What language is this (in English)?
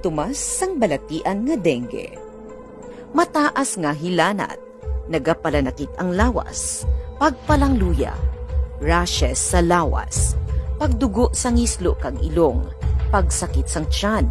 Hiligaynon